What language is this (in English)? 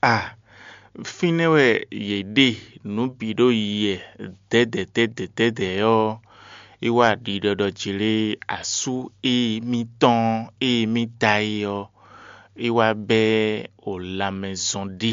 Fon